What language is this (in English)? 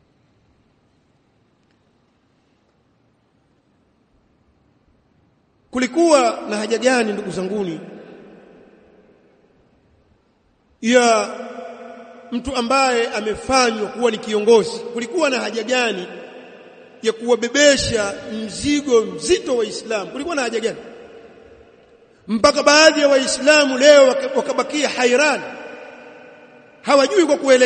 Swahili